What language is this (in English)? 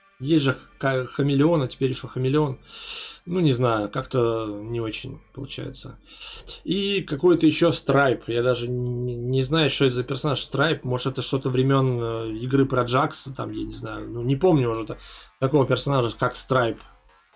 Russian